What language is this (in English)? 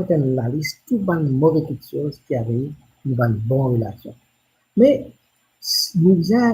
Morisyen